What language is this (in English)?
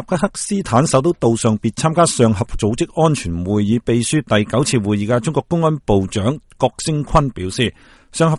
Cantonese